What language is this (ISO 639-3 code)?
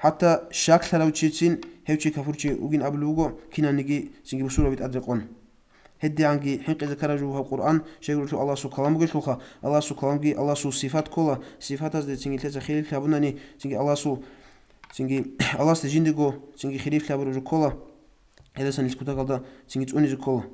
ava